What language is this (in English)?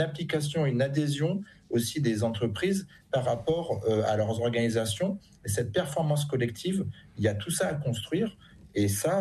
French